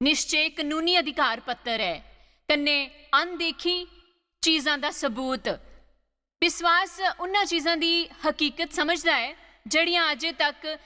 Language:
Dogri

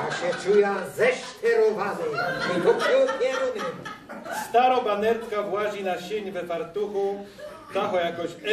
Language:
Silesian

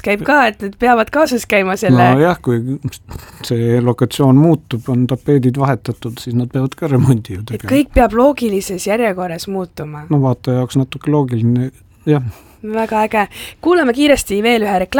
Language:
Estonian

